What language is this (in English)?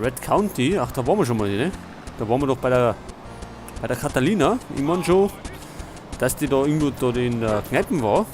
Bavarian